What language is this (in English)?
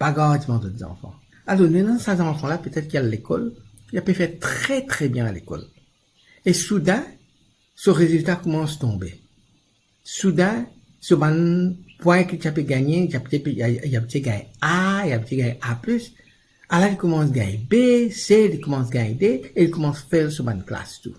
Morisyen